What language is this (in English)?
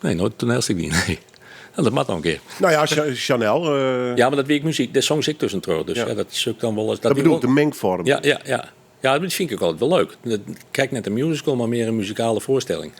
Western Frisian